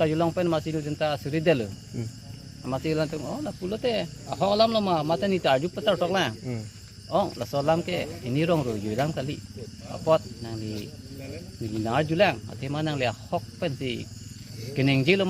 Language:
Karbi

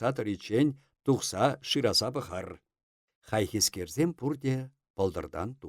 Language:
Chuvash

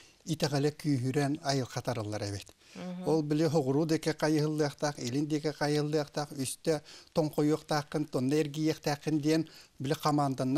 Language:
Yakut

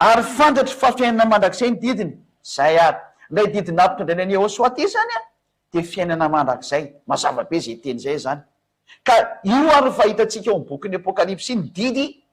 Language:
Malagasy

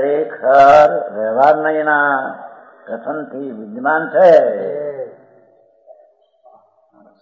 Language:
Gujarati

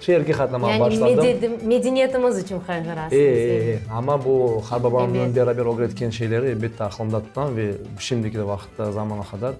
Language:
Crimean Tatar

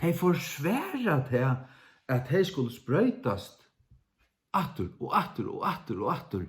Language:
Faroese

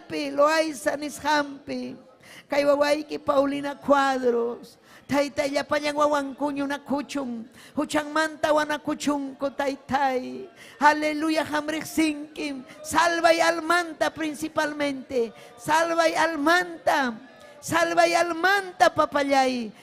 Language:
Ayacucho Quechua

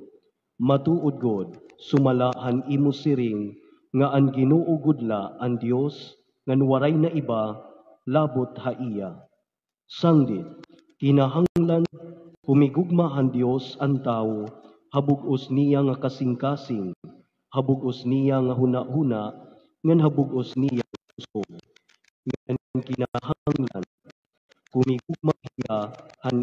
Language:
Waray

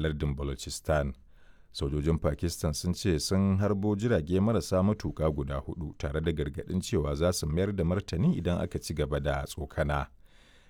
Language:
Hausa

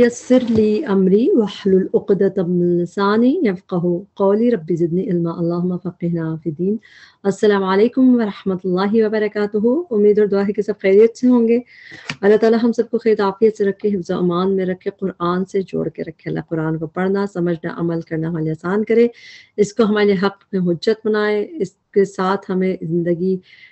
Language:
Urdu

